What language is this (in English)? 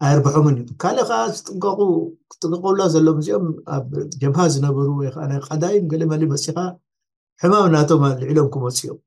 Tigrinya